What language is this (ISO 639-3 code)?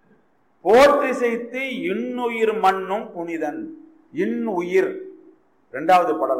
tam